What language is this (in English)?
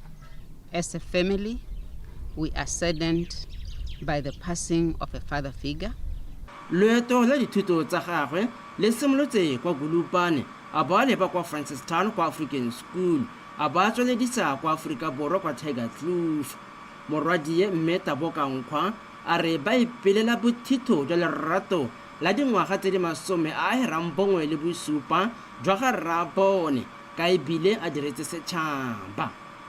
Tswana